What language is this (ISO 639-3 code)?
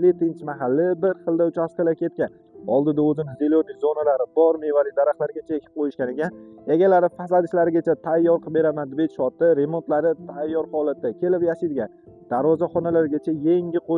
uzb